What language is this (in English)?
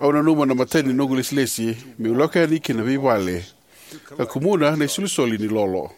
Fijian